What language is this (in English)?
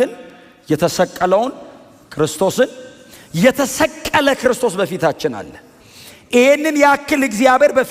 Amharic